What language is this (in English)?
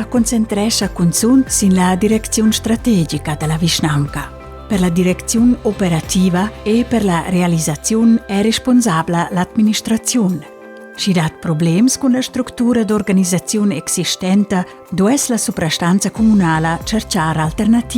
Romansh